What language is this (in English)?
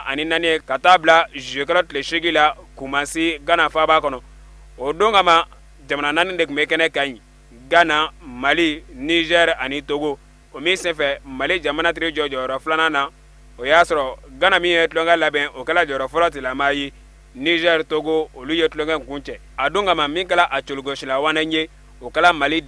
Bambara